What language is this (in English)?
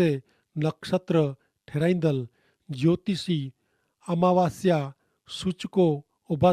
Kachhi